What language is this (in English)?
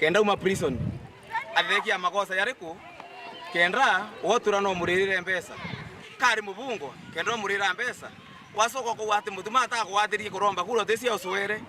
Meru